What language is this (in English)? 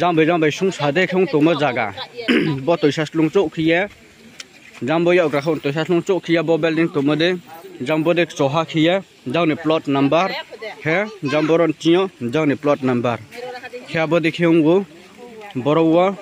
Riang (India)